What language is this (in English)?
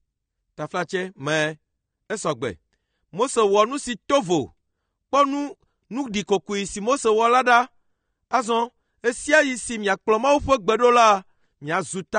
Ewe